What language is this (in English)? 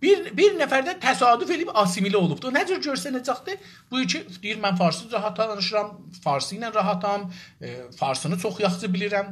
South Azerbaijani